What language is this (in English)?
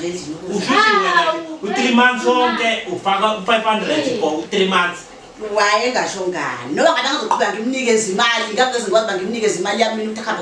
Zulu